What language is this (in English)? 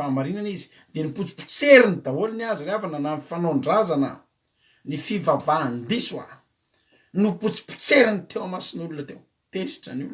Malagasy